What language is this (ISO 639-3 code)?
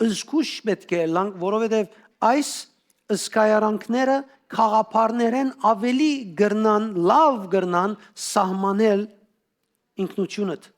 hyw